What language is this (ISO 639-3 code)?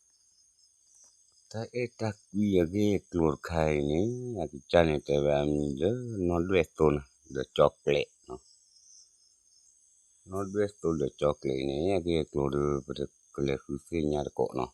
ksw